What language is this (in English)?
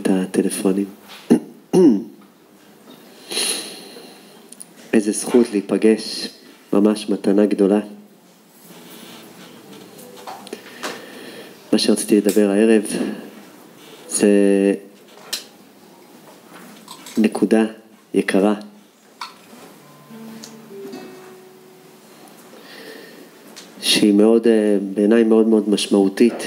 Hebrew